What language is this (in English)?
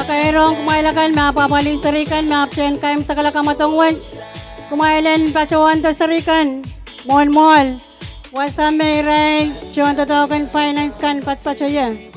Pohnpeian